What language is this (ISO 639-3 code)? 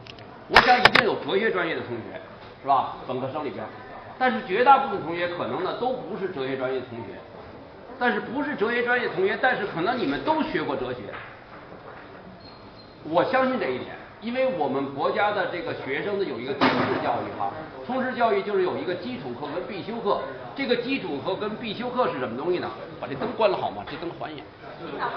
zho